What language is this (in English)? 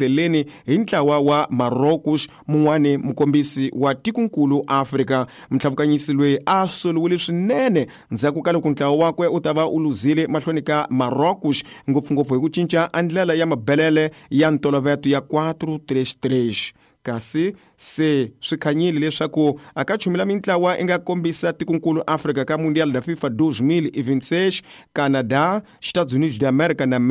Tsonga